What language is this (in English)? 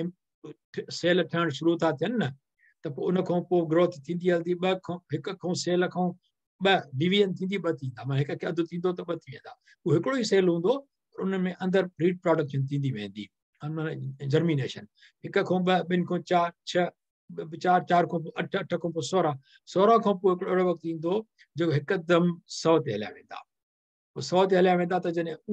Sindhi